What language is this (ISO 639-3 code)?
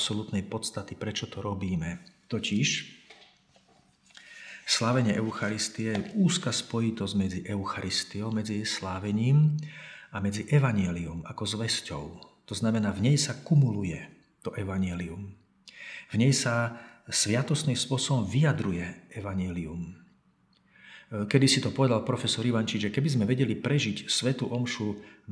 slk